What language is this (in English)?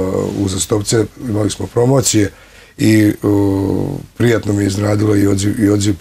Serbian